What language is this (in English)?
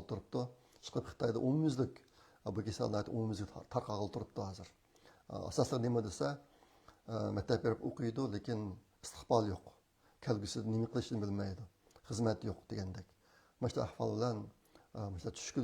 Uyghur